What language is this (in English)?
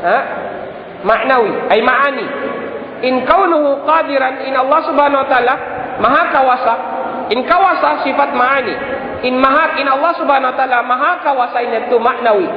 Tausug